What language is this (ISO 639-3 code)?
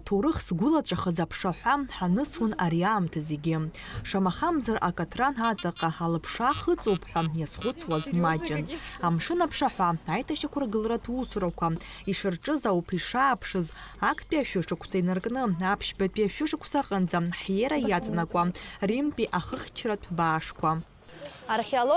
abk